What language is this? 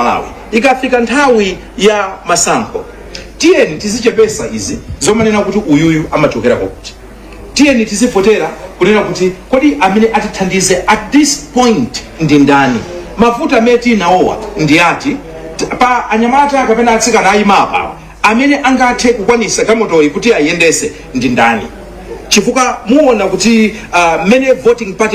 Nyanja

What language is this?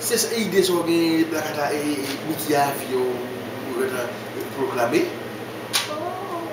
Haitian Creole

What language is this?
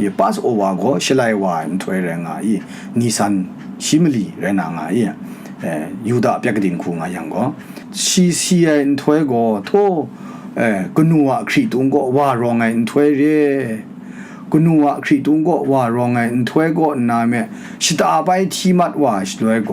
Kachin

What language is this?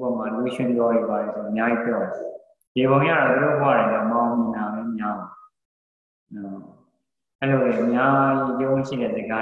Burmese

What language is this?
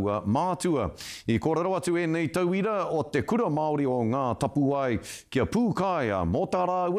Māori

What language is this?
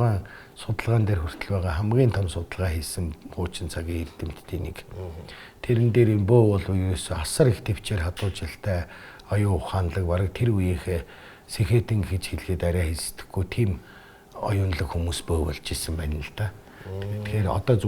Mongolian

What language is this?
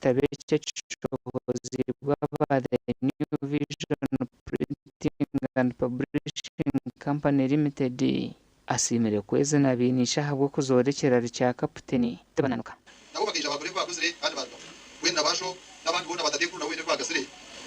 Nyankole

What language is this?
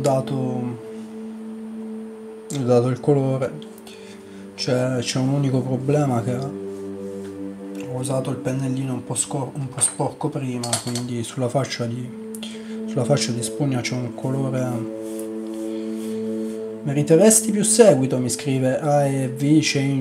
Italian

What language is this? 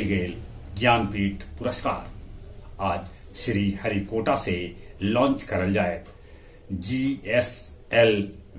Magahi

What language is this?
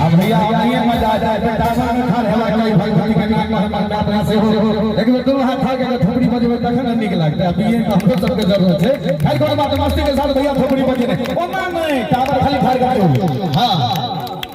Maithili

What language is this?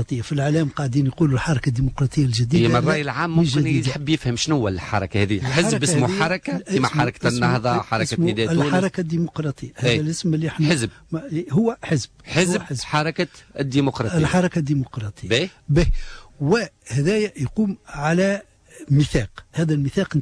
Tunisian Arabic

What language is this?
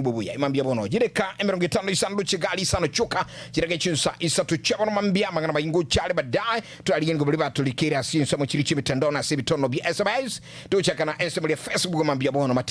Gusii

